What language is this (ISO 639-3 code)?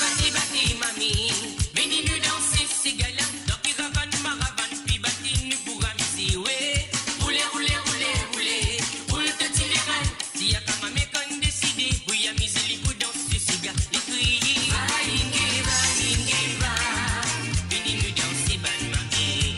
mfe